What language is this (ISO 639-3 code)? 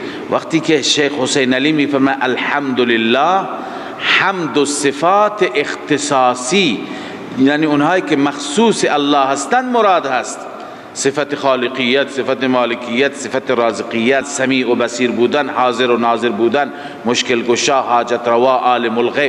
fas